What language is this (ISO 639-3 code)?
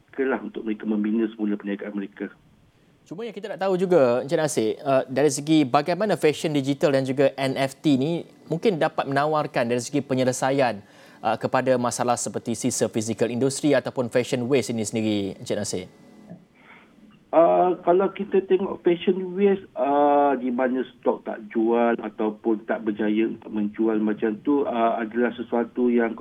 msa